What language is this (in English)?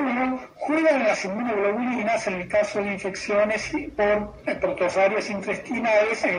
Spanish